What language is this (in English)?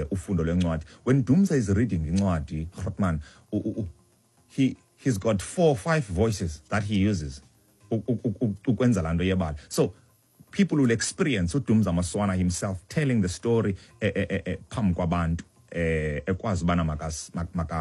Xhosa